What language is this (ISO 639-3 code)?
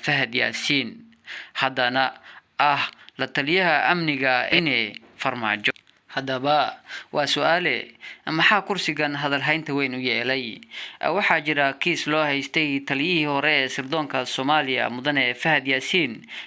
som